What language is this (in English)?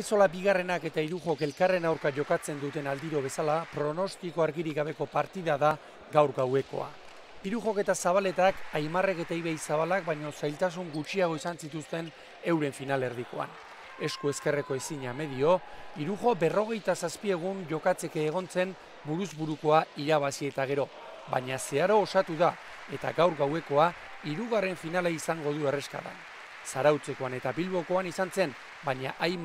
Basque